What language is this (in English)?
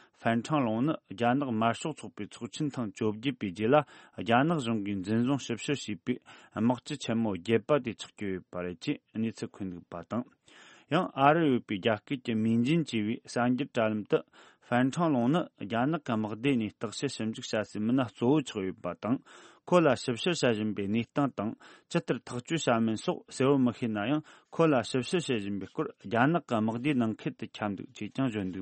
Tibetan